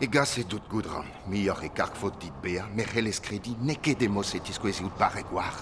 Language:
Breton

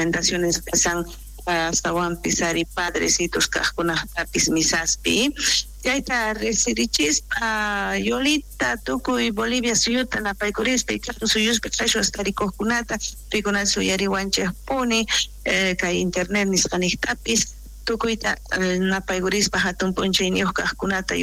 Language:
South Bolivian Quechua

